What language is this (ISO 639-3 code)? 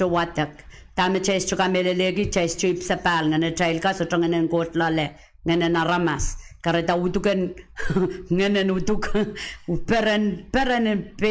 pon